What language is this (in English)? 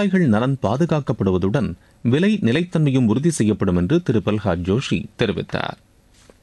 Tamil